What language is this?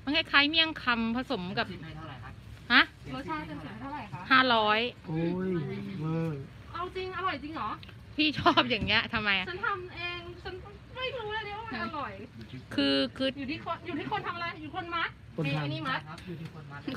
Thai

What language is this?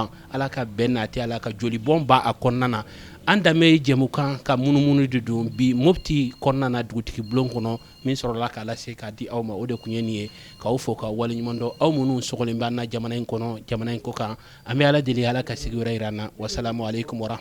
Bambara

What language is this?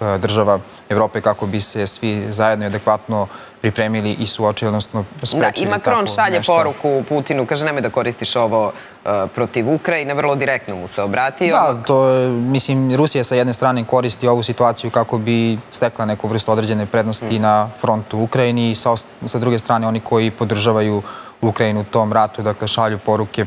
Serbian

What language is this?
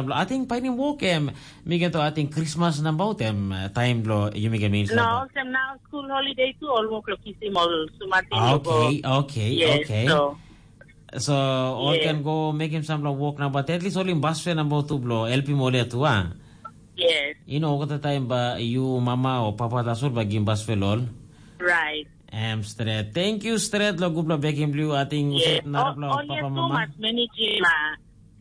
Tok Pisin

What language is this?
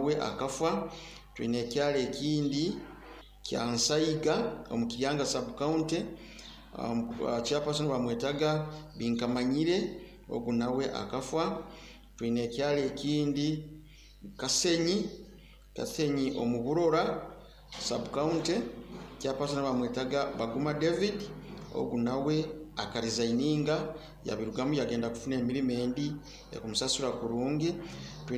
Nyoro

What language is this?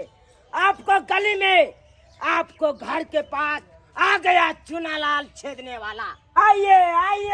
Maithili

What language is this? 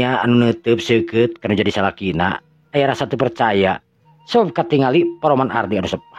Sundanese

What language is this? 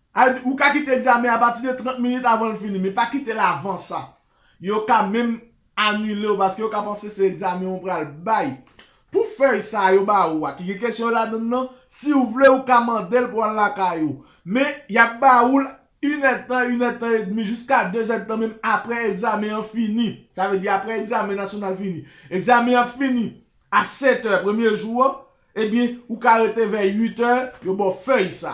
Haitian Creole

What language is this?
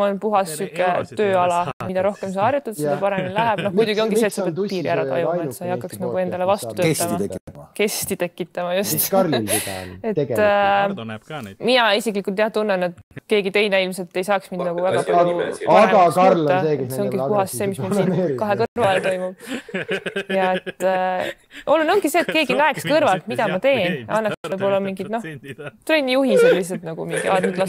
Estonian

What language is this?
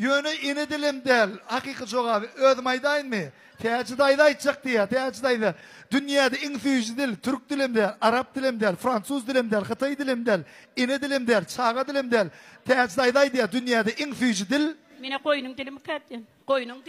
Turkmen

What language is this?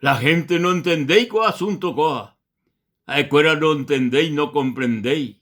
Guarani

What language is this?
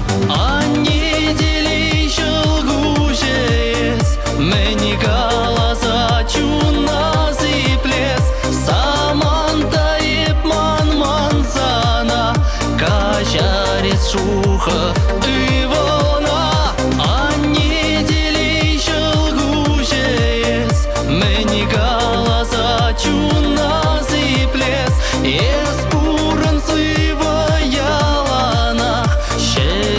Chuvash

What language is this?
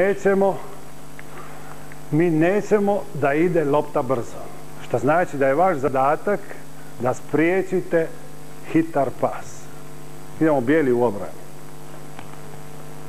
Croatian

